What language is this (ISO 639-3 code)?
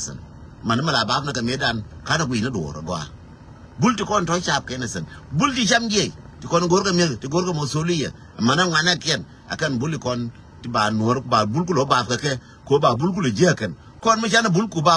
nus